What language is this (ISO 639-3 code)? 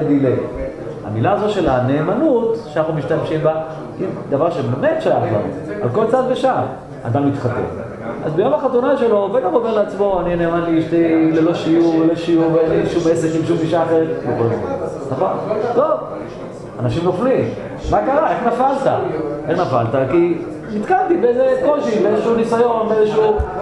heb